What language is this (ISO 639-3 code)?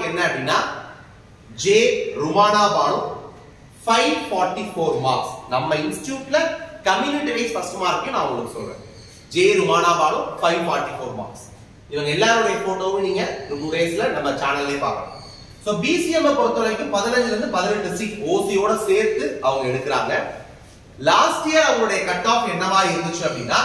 tam